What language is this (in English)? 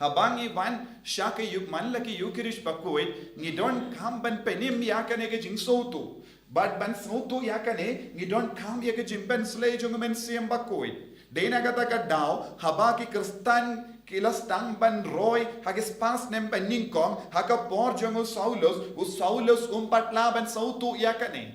Khasi